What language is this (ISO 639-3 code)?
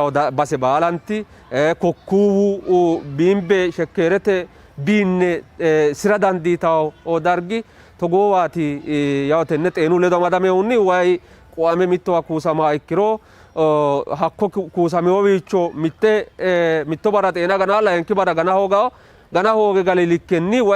sid